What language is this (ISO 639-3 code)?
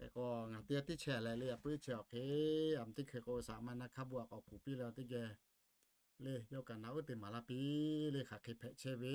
lhu